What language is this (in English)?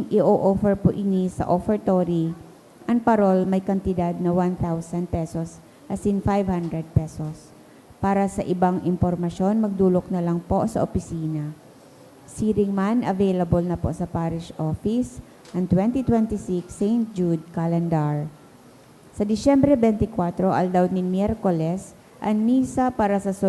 Bikol